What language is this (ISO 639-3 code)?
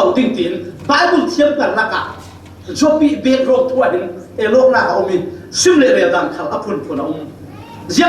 cfm